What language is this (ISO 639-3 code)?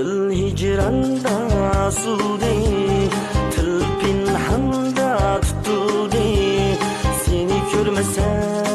uig